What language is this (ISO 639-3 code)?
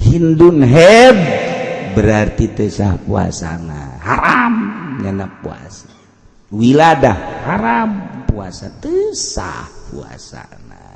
sun